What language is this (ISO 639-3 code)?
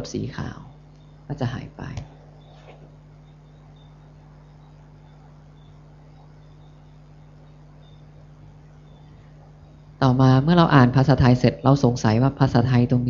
tha